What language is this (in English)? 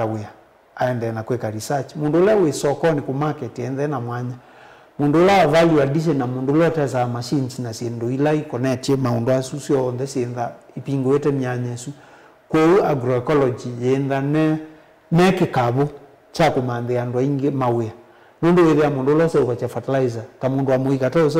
Kamba